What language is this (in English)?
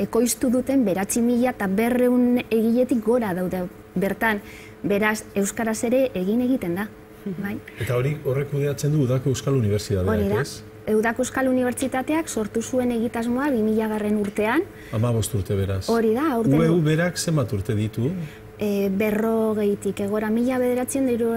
Basque